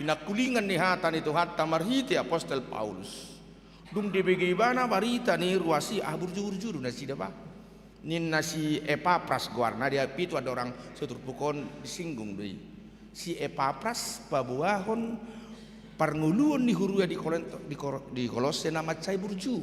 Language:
Batak Toba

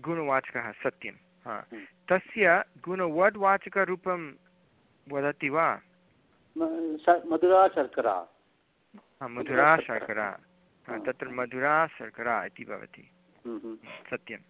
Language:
Sanskrit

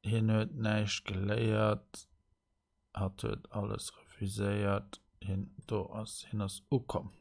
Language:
Luxembourgish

